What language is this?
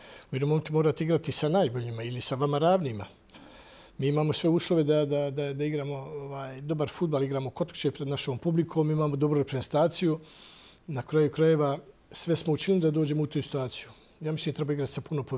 Bosnian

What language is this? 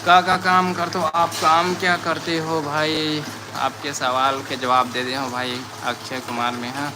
Chhattisgarhi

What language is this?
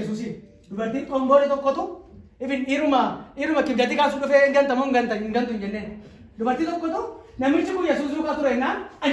Oromo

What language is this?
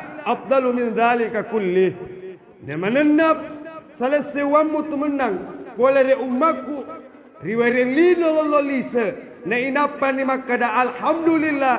Buginese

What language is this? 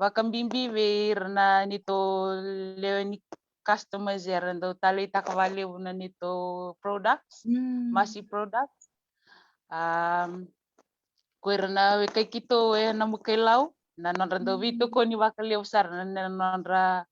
Fijian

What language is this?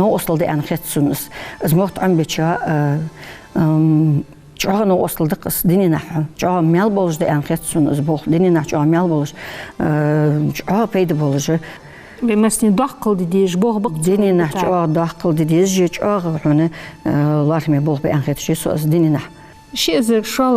Ingush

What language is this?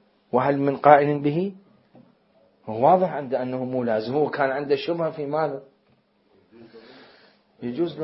Arabic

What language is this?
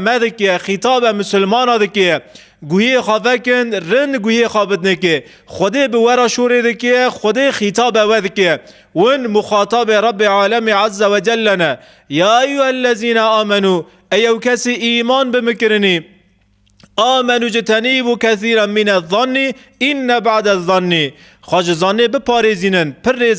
Kurdish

